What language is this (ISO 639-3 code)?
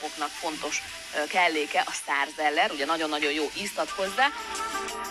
hun